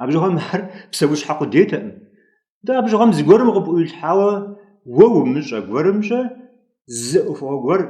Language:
Kabardian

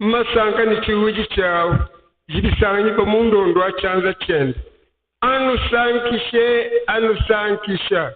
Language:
Luba-Lulua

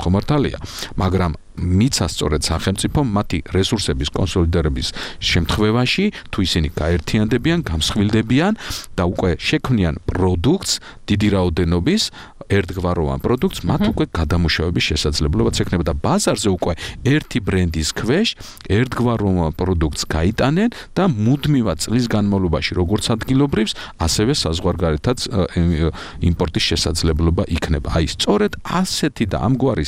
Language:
Georgian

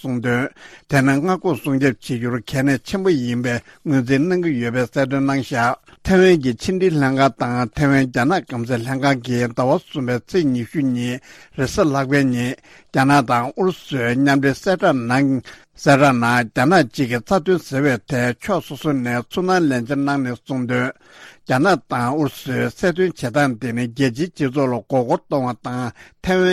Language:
Tibetan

